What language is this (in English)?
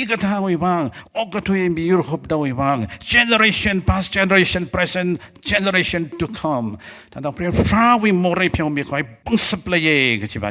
Tangkhul Naga (India)